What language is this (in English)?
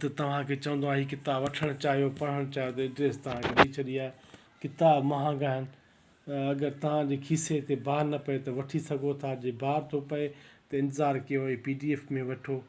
Sindhi